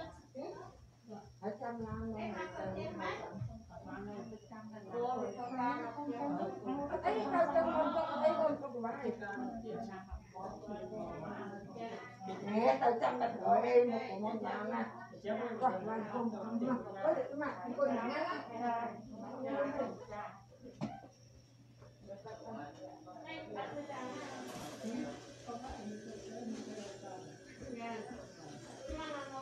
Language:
Vietnamese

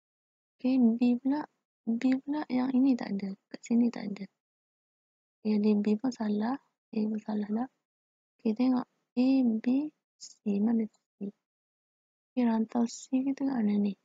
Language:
Malay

